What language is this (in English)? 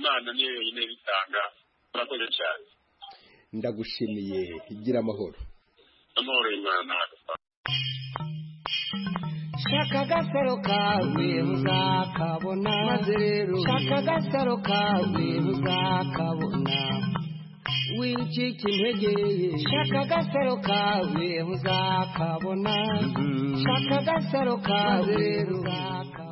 Kinyarwanda